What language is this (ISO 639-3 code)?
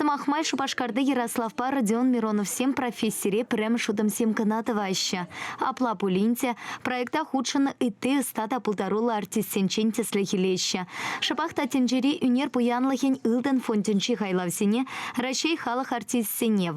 chv